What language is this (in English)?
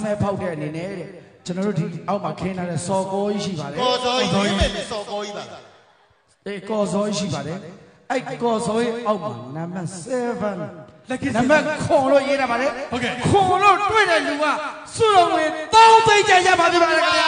Burmese